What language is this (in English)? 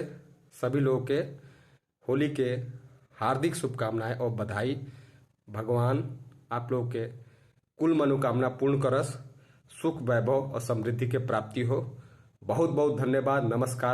Bhojpuri